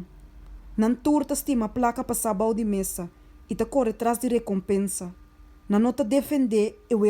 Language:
Papiamento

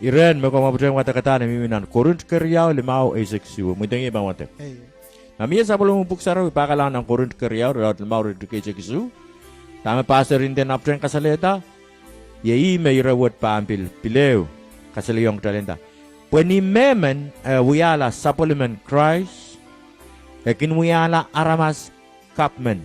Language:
Pohnpeian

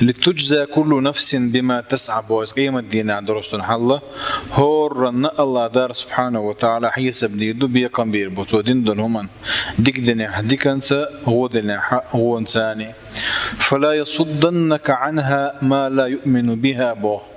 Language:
Chechen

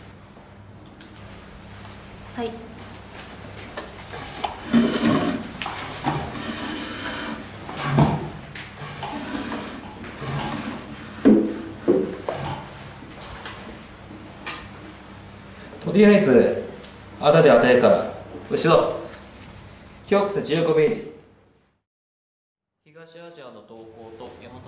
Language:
Japanese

